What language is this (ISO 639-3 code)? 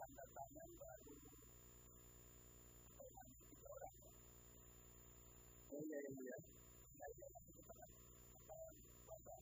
ind